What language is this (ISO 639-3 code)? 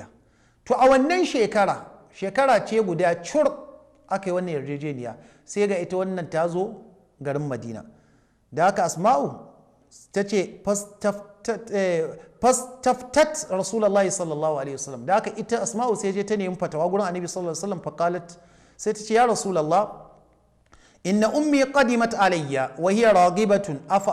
hau